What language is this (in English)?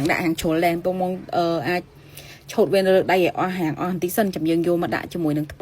Khmer